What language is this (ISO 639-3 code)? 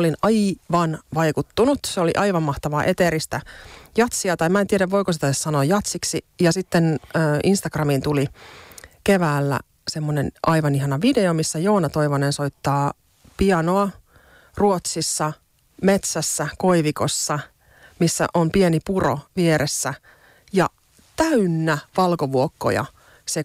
fin